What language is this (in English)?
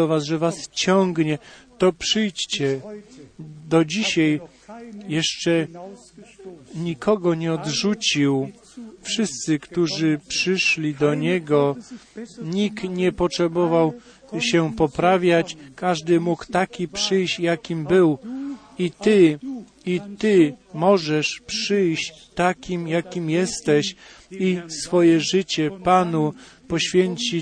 Polish